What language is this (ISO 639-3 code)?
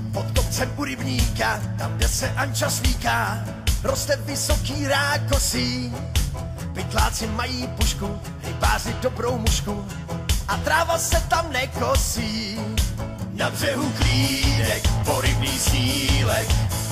ces